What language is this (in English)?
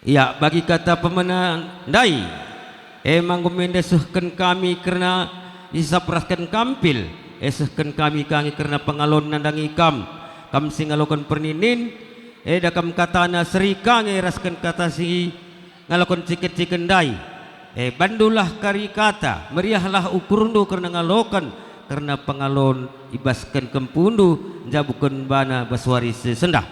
Batak Karo